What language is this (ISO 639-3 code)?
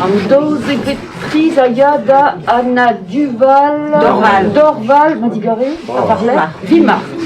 bre